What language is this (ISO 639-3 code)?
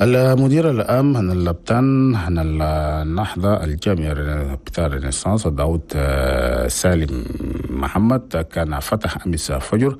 shu